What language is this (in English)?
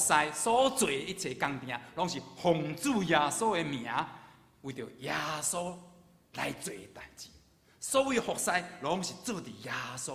Min Nan Chinese